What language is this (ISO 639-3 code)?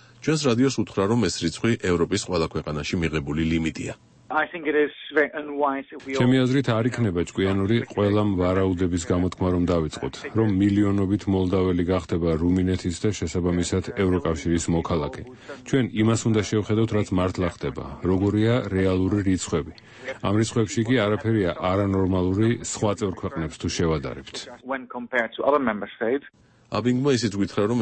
kat